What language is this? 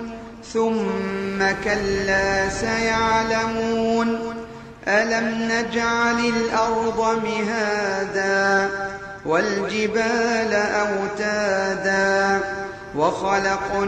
Arabic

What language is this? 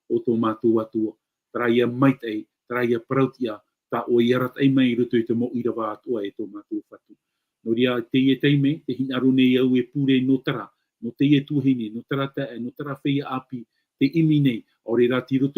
Tahitian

